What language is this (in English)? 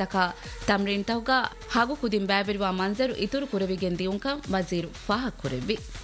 Divehi